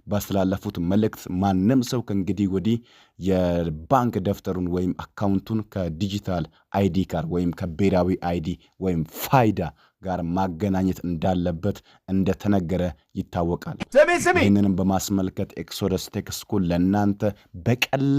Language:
Amharic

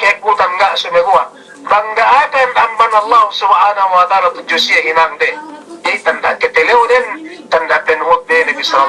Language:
Yakan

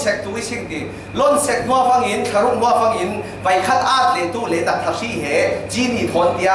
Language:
Falam Chin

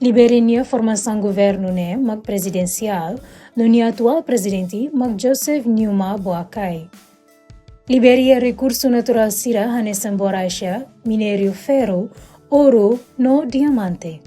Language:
Tetum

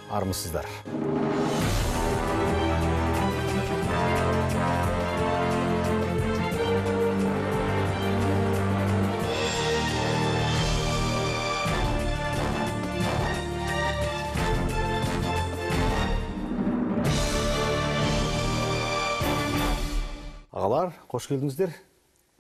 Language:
Kazakh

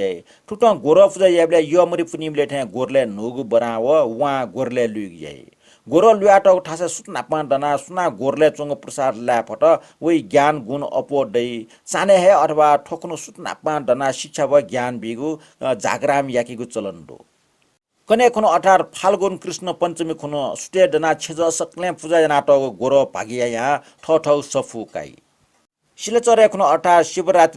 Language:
Newari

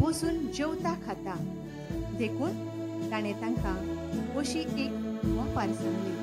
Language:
Konkani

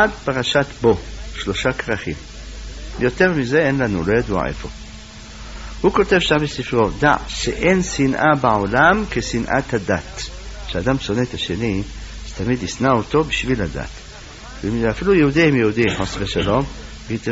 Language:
Hebrew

